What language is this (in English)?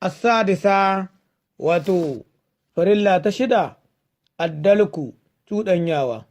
Hausa